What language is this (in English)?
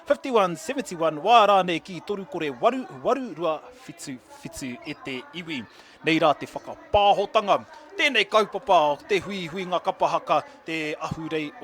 Māori